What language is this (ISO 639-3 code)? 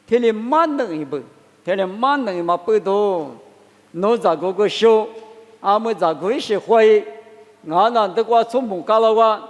lis